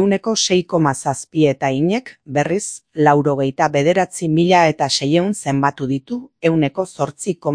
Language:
Basque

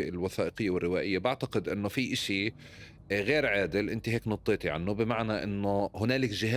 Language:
North Levantine Arabic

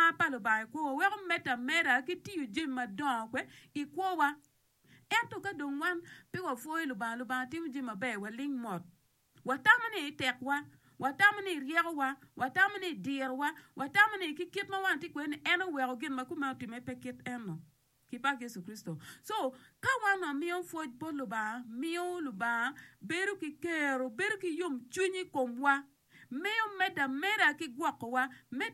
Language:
Acoli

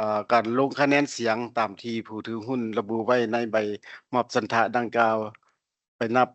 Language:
Lao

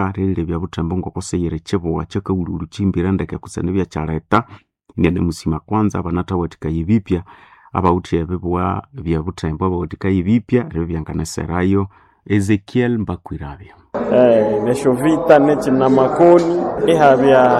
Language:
Nande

